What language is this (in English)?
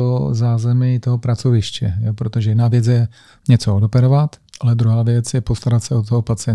Czech